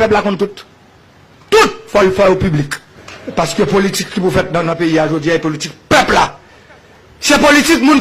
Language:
Haitian Creole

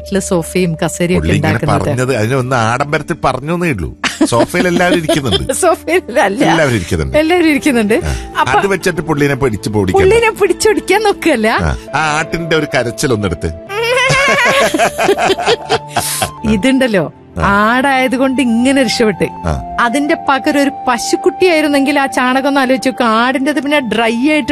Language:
Malayalam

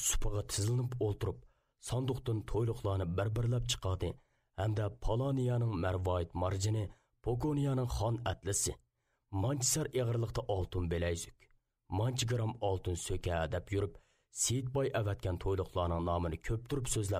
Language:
Uyghur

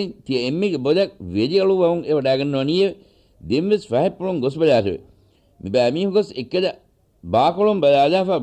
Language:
Divehi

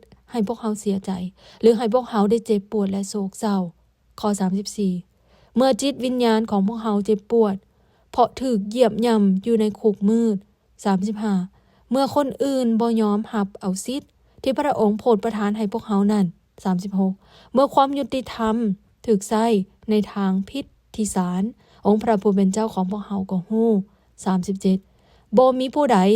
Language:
Lao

